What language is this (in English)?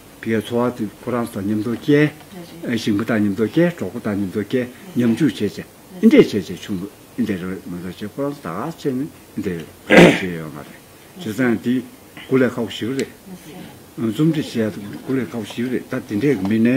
Tibetan